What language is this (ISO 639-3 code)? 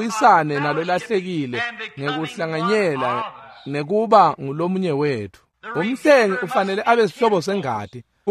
ssw